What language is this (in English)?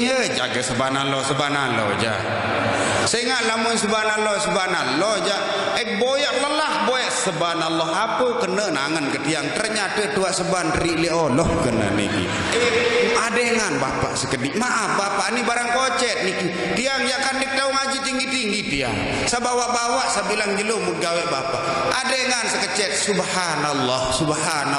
Sasak